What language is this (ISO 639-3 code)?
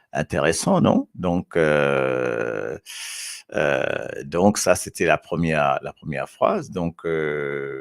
mfe